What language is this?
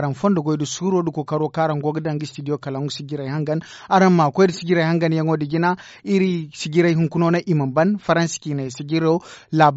Zarma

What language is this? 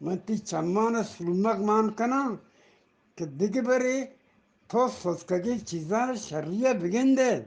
Eastern Balochi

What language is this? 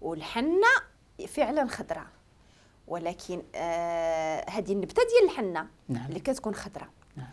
Moroccan Arabic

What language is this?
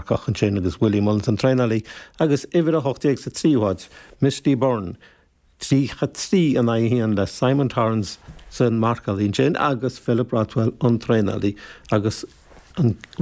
Irish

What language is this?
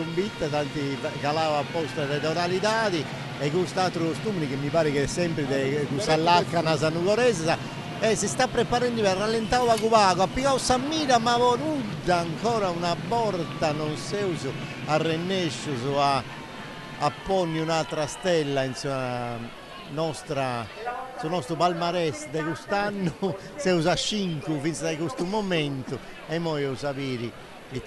Sardinian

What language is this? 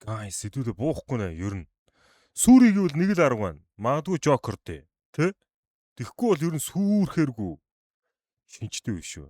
Mongolian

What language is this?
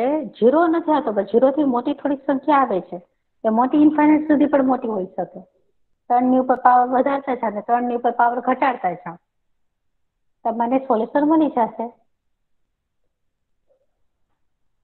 Gujarati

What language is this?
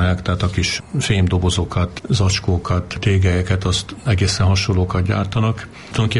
Hungarian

